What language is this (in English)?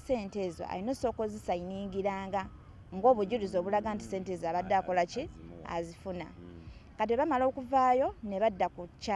Ganda